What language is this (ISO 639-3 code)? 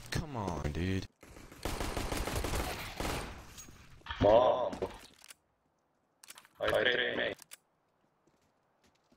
ron